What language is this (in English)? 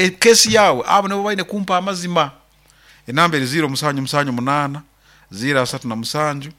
Nyoro